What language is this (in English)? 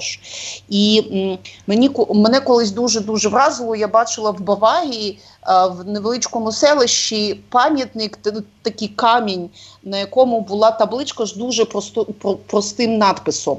Ukrainian